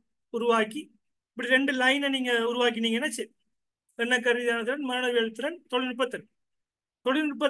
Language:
Tamil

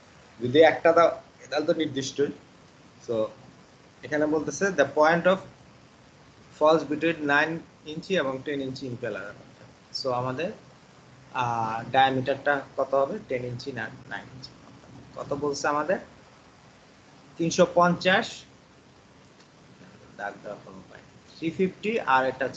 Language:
Bangla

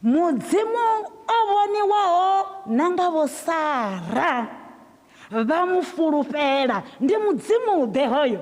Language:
Venda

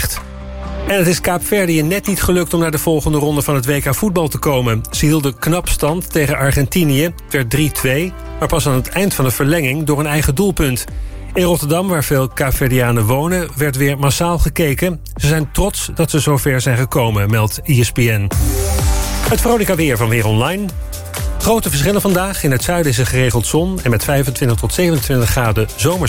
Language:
Dutch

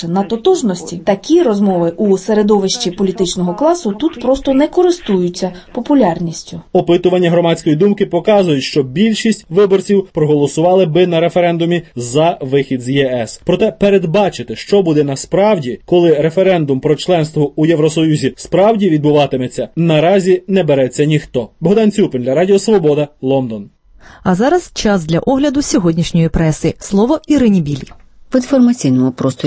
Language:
Ukrainian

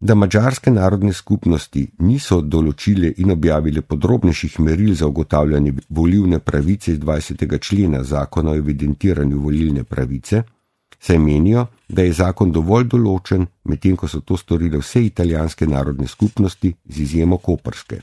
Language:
Slovenian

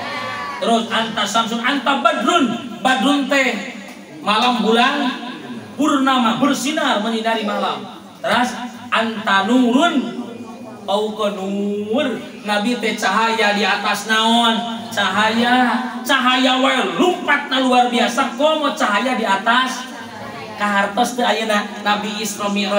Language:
Sundanese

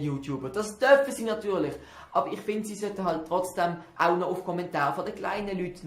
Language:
Swiss German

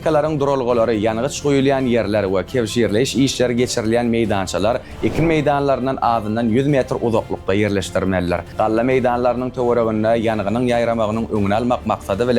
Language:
Turkmen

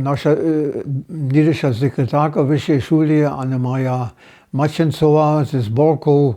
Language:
Upper Sorbian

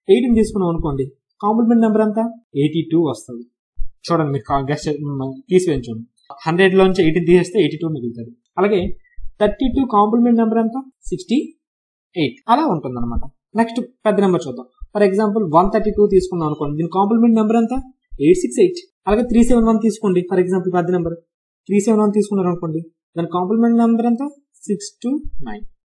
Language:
Telugu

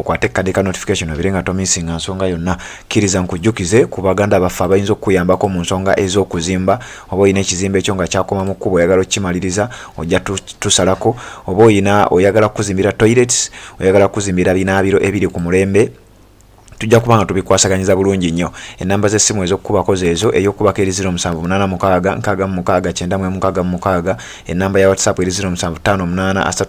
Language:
Ganda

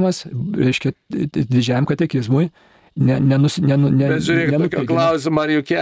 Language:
Lithuanian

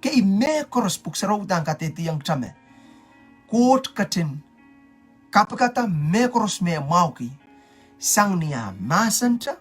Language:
Pohnpeian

